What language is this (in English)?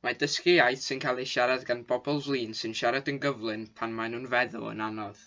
Welsh